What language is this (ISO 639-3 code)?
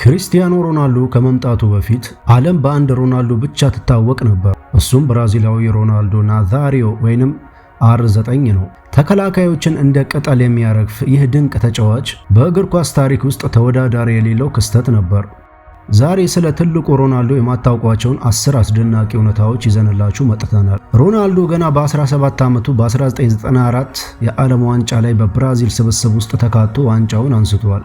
amh